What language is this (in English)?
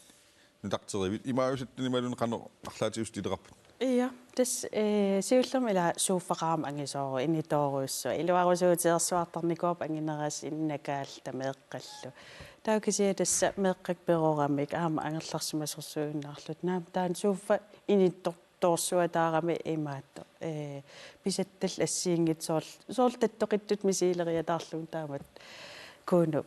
Kalaallisut